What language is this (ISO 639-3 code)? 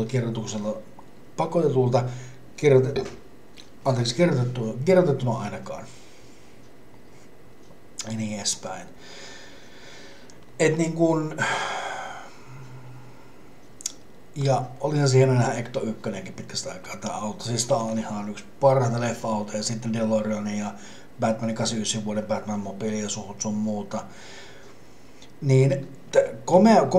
fin